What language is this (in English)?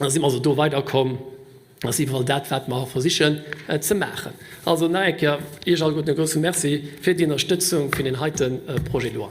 Luxembourgish